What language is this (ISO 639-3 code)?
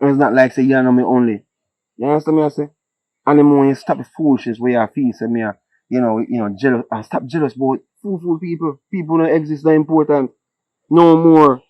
jam